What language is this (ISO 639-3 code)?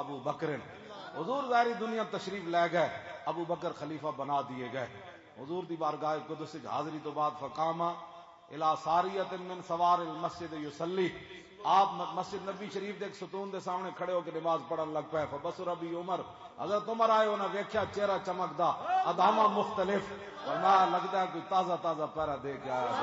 lah